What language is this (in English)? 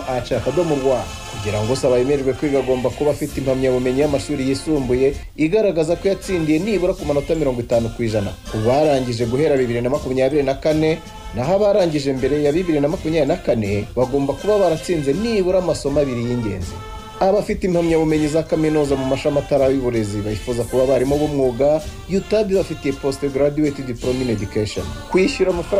Kinyarwanda